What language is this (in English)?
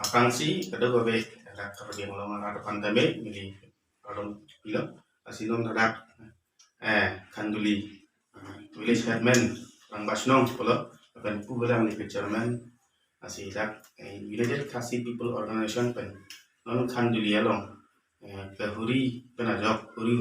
Karbi